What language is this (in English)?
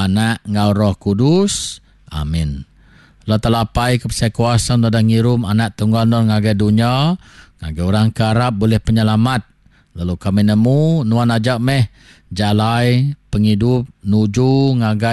Iban